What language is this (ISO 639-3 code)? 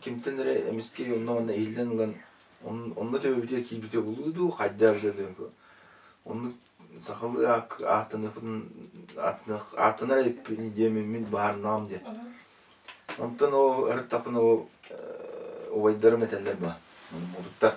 sah